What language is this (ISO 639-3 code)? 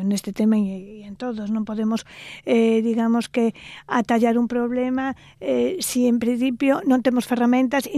glg